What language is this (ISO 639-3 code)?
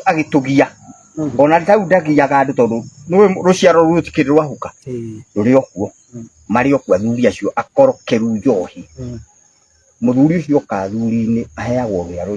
kik